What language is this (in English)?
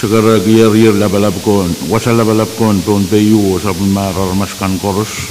Pohnpeian